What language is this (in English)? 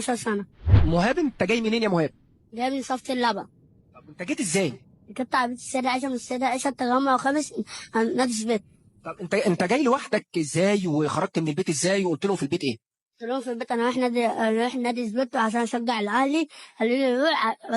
Egyptian Arabic